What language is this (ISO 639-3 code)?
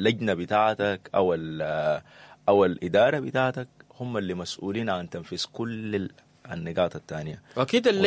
apd